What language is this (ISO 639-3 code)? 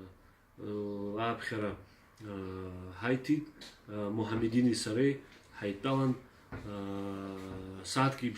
abk